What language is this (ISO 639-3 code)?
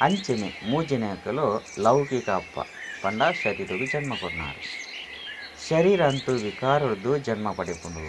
tcy